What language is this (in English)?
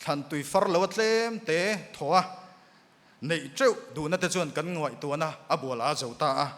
Mizo